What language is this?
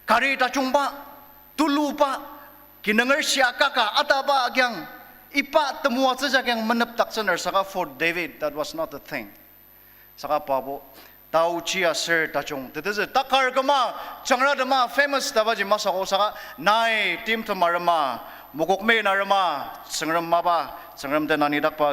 Ao Naga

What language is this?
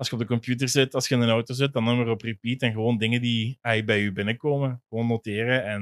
Dutch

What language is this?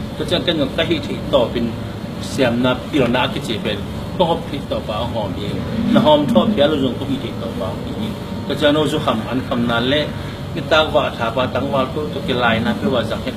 Tedim Chin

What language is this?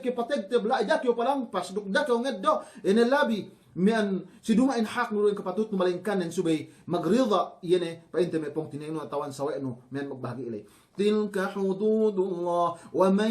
Yakan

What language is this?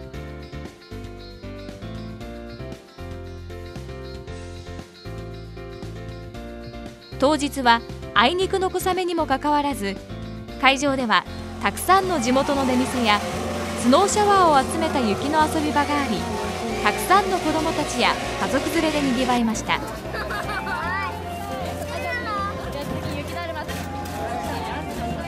Japanese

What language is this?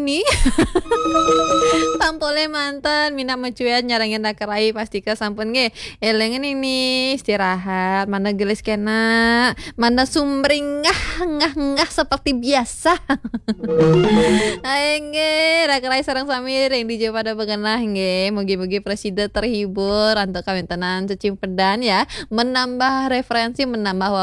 Balinese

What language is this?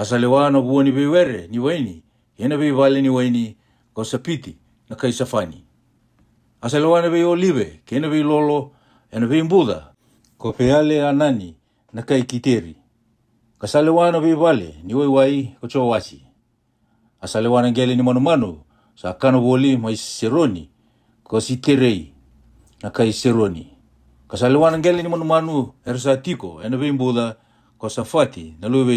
Fijian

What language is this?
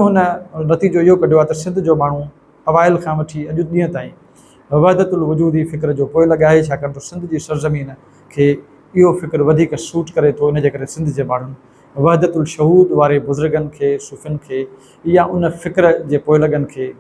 Sindhi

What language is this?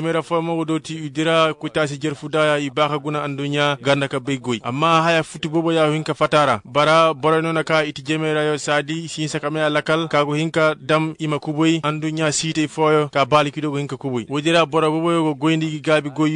Koyraboro Senni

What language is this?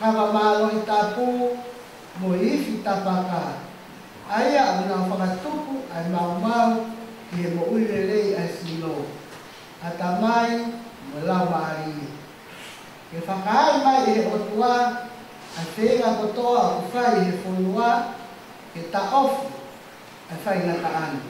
Tongan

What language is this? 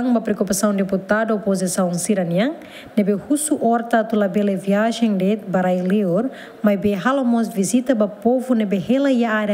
Tetum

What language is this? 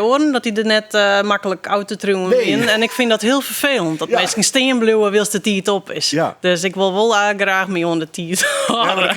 Western Frisian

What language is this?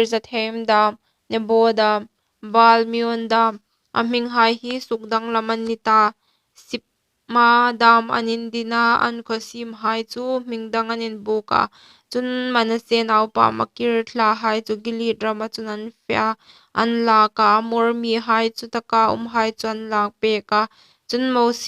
Hmar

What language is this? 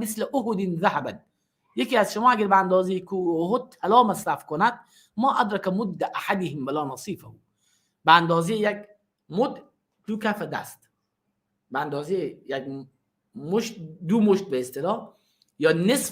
Persian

